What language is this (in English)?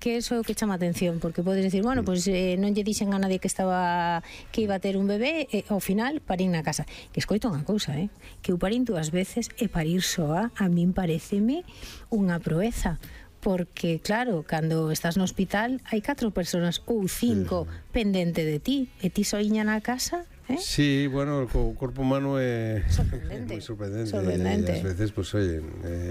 Galician